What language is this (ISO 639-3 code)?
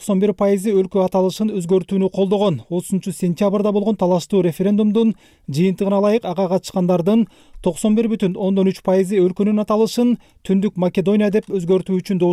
kir